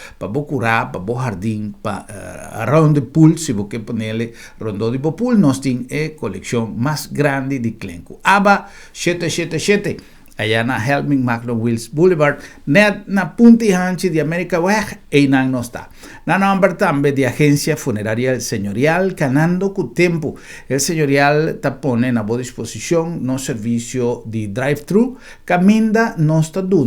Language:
Papiamento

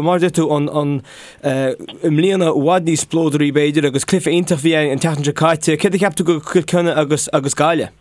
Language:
Irish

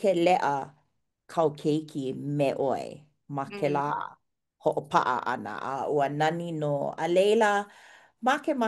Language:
Hawaiian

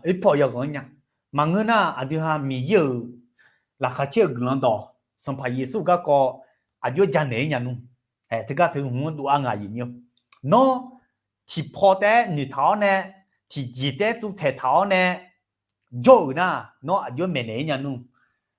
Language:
Akha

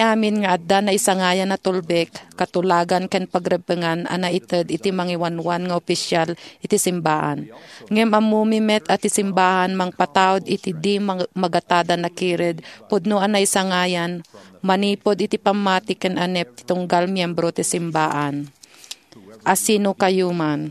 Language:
Iloko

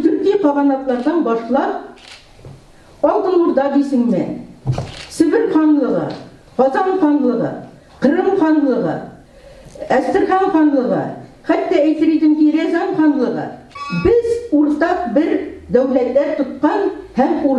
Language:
Tatar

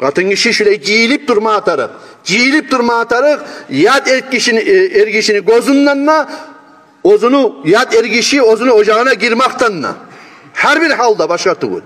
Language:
Kumyk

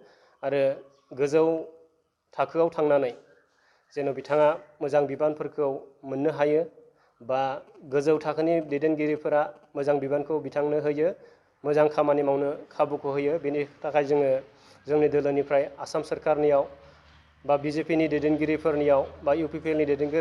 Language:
Bodo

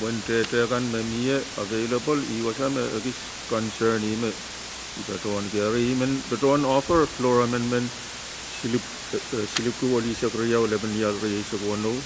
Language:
Pohnpeian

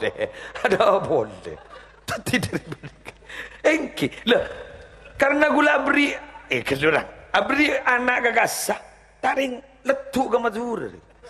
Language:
Madurese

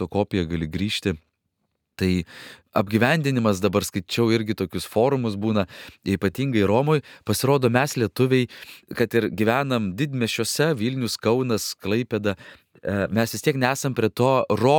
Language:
Lithuanian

